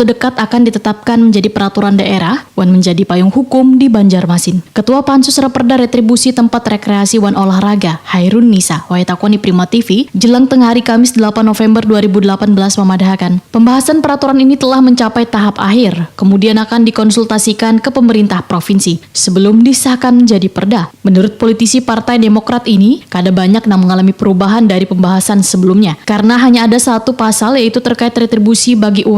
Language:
Banjar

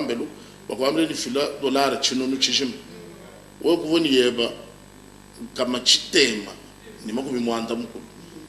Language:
Luba-Lulua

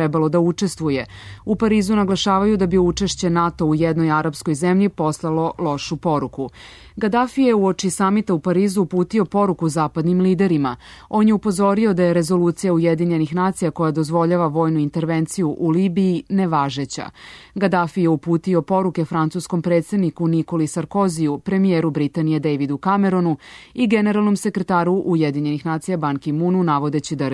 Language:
Serbian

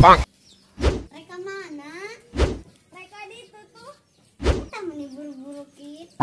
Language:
Sundanese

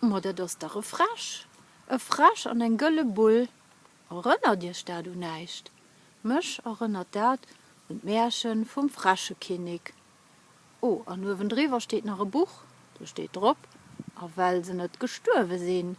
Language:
Luxembourgish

